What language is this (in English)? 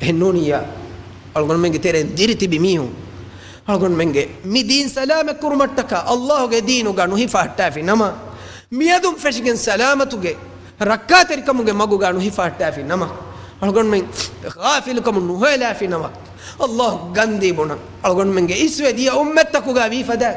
Divehi